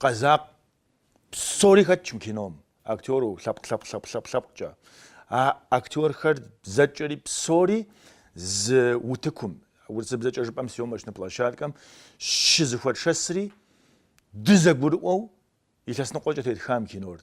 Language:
Kabardian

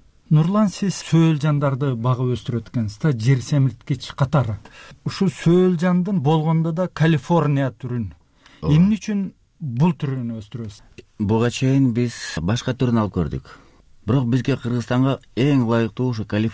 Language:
Kyrgyz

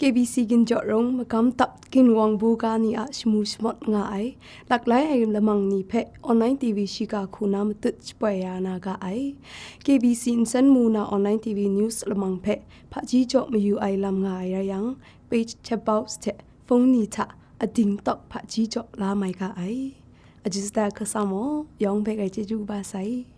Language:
Kachin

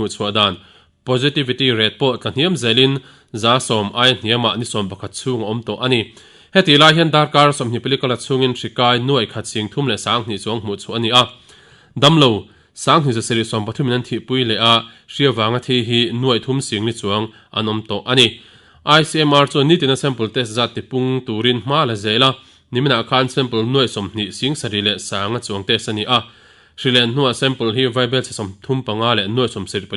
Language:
Mizo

